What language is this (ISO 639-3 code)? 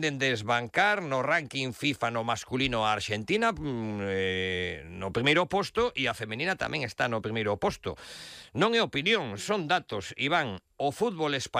glg